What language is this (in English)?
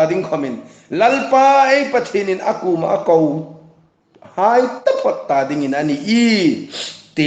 Hmar